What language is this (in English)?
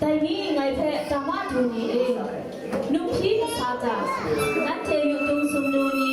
Kachin